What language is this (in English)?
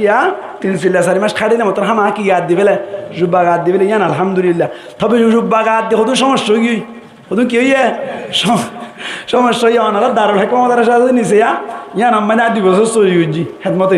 Rohingya